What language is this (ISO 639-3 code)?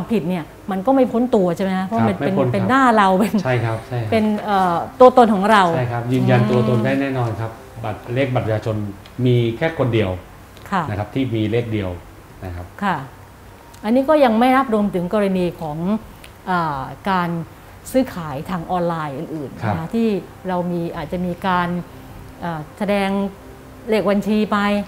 tha